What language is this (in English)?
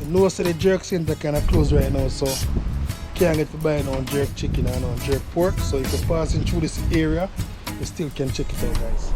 Jamaican Creole English